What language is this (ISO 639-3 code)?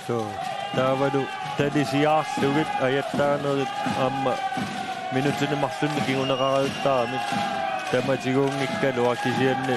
kal